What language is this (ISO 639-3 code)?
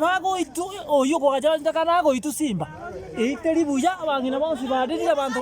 guz